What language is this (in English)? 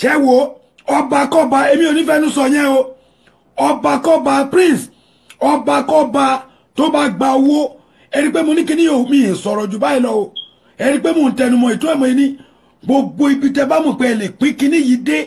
Yoruba